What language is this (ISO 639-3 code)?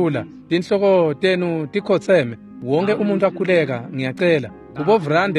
ssw